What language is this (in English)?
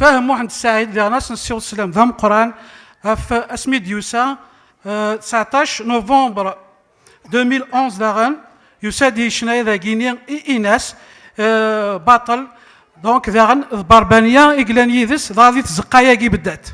Kabyle